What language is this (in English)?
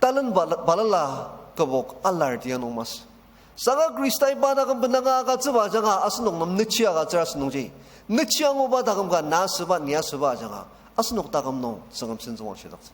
Ao Naga